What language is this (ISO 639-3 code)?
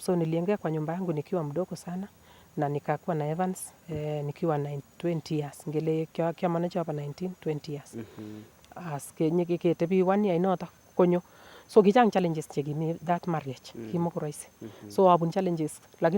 niq